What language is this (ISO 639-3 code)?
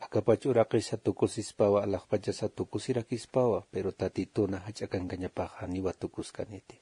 aym